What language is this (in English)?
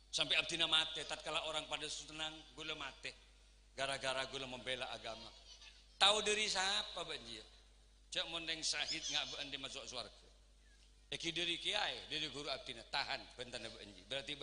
Madurese